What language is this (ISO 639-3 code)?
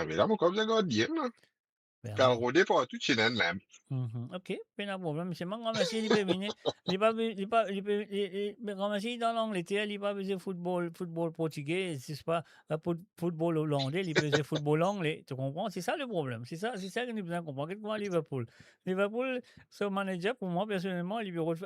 mfe